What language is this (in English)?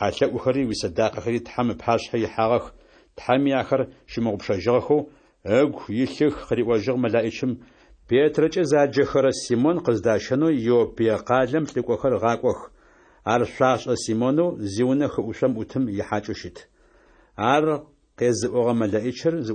Adyghe